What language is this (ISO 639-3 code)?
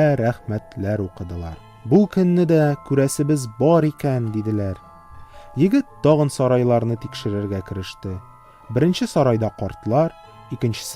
tat